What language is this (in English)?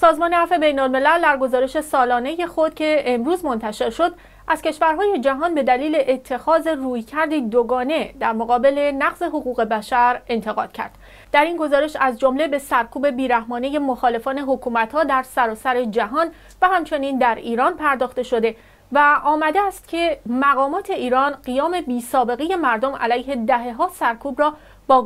Persian